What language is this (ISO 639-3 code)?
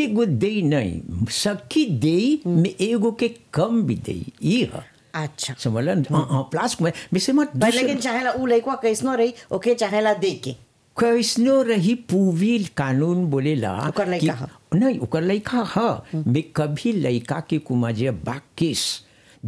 bho